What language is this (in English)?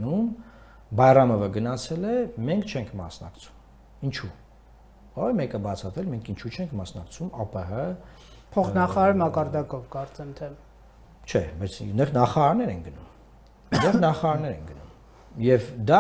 Armenian